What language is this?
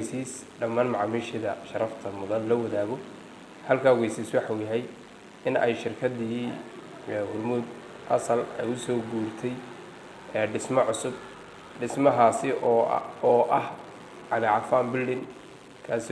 Somali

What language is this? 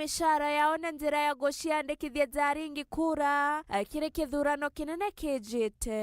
Meru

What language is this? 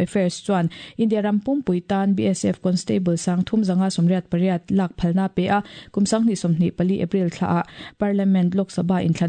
Mizo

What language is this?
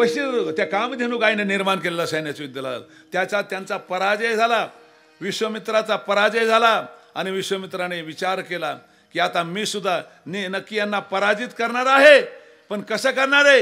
Marathi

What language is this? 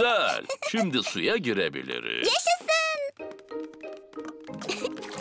Turkish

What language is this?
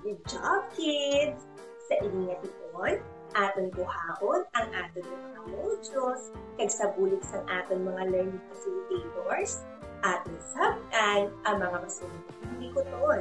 Hiligaynon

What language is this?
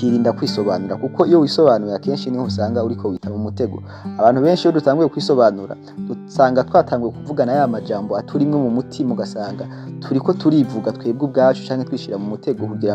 Rundi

